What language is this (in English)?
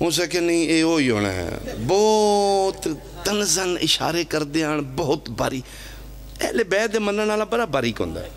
Pahari-Potwari